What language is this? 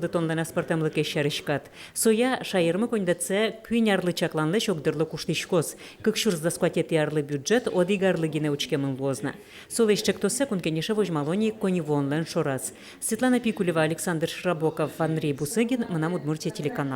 Udmurt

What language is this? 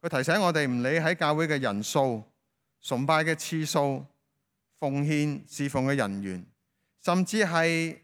Cantonese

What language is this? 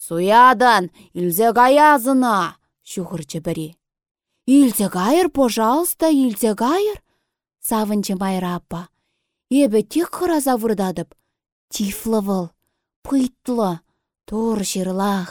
Chuvash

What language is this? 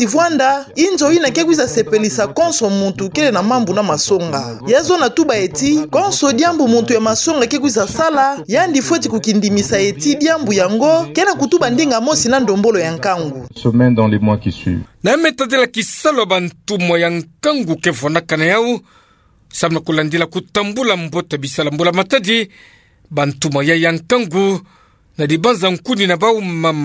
Kituba (Democratic Republic of Congo)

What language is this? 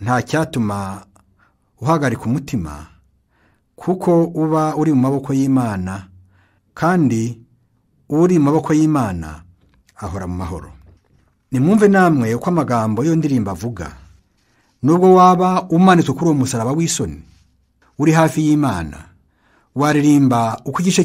Kinyarwanda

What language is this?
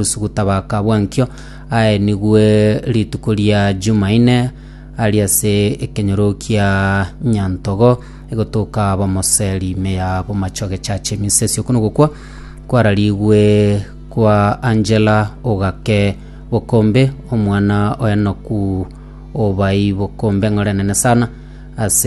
Gusii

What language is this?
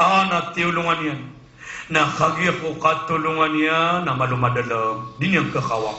Maranao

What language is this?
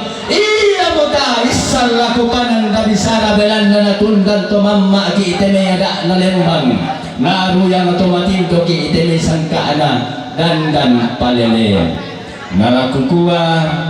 Toraja-Sa'dan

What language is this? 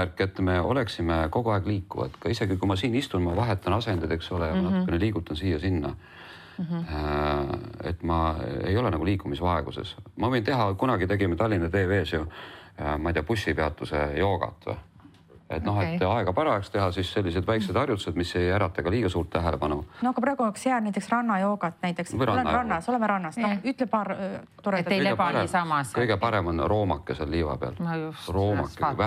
Estonian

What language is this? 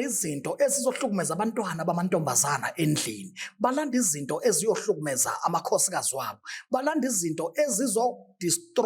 Zulu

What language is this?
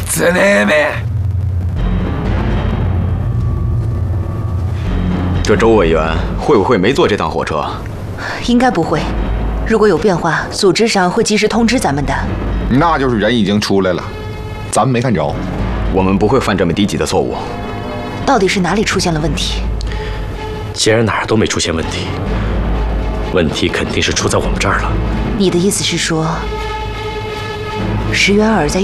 Japanese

